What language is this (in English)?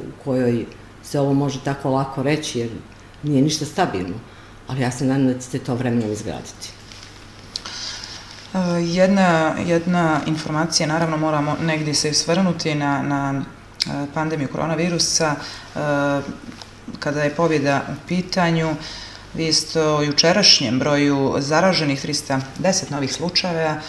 Serbian